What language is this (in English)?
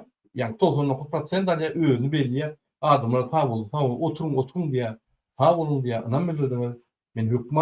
Turkmen